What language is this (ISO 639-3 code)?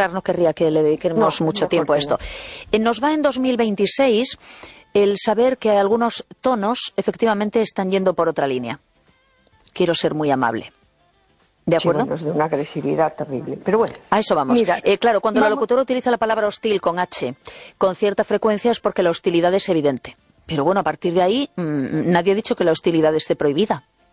spa